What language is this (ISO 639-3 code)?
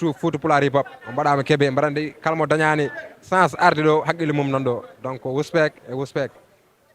ful